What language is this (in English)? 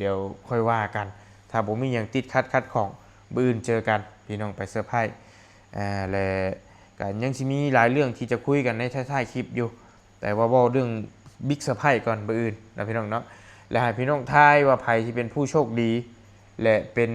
Lao